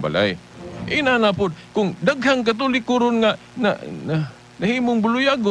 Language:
Cebuano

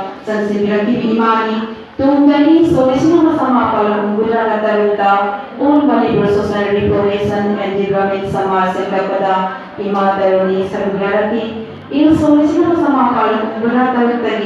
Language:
Manipuri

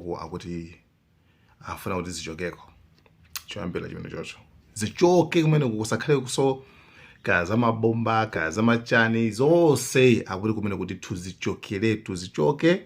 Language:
Nyanja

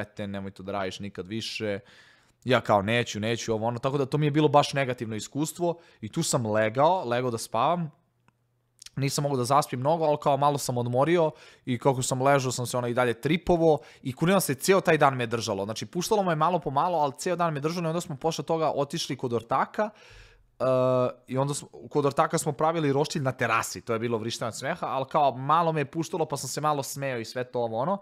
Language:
Serbian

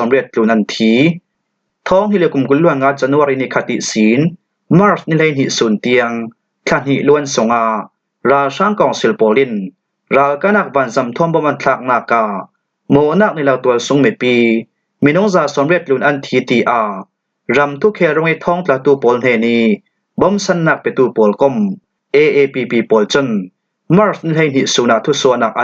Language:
Falam Chin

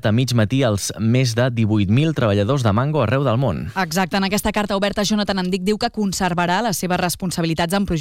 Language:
Catalan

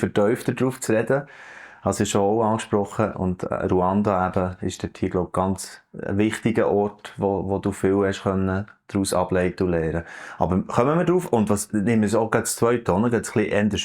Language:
Swiss German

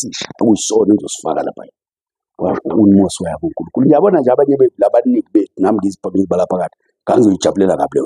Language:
Zulu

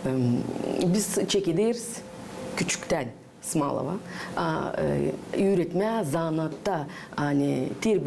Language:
Gagauz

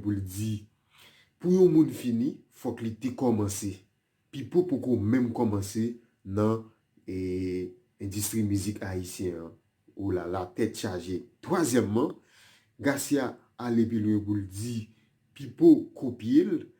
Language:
Haitian Creole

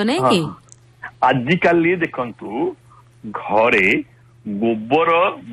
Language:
Odia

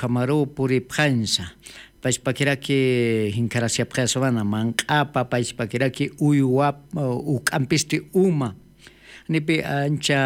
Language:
Aymara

